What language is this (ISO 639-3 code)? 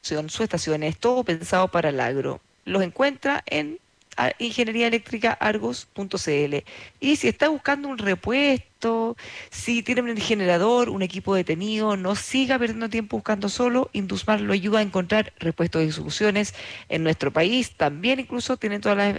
spa